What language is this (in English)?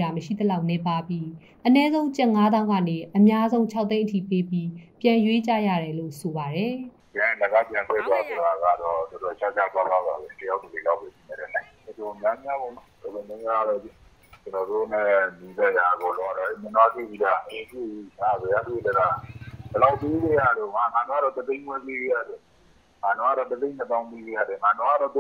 Burmese